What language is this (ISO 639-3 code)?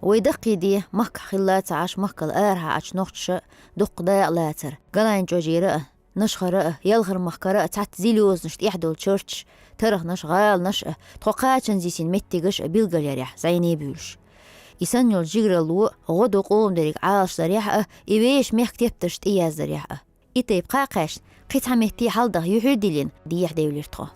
che